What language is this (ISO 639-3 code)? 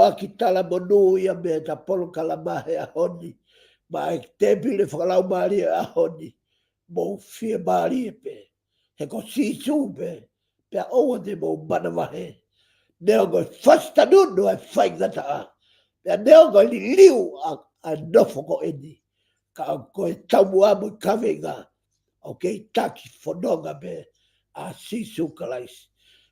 ton